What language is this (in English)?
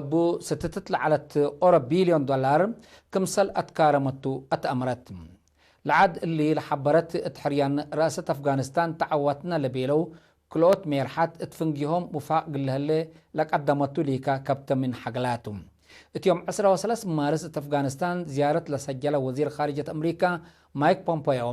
Tigre